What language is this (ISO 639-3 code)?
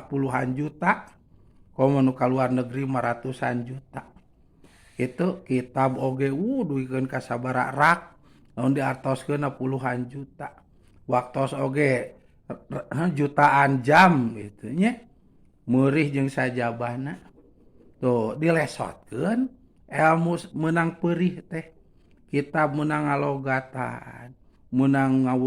sun